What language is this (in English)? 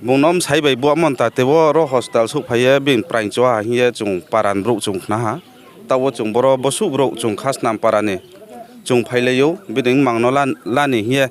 Riang (India)